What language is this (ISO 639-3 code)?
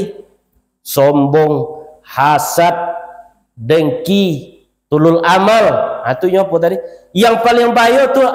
min